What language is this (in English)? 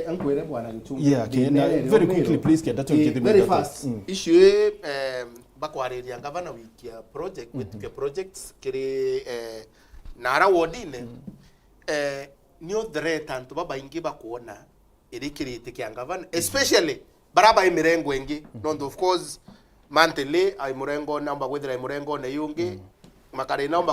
Meru